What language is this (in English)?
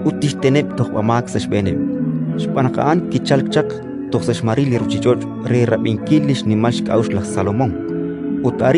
Kekchí